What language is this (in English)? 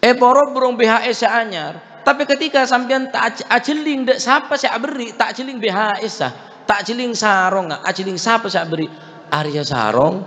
Madurese